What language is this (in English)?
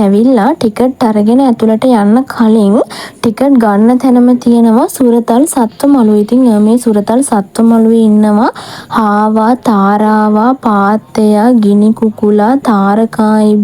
Sinhala